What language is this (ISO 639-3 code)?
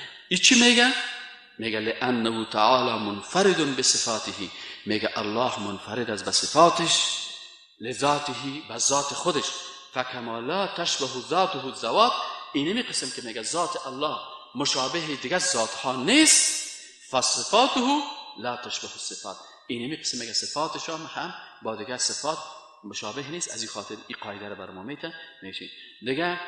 fas